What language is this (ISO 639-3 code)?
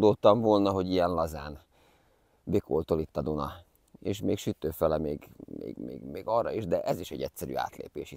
hun